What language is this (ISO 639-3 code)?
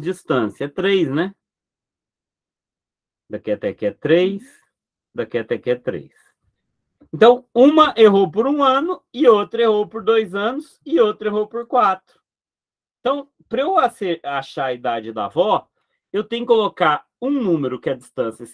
por